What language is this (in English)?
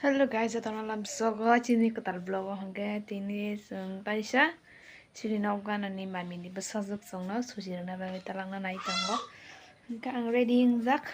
Kok Borok